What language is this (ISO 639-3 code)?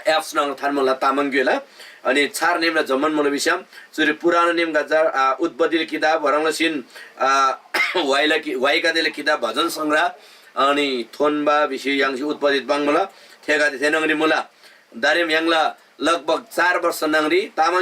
taj